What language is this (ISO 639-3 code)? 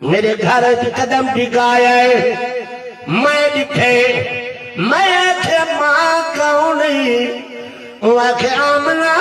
skr